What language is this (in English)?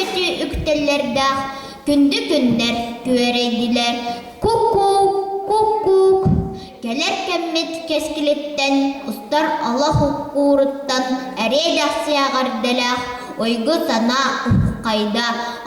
Yakut